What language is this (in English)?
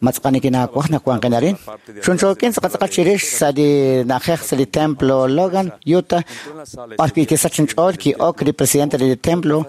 Kekchí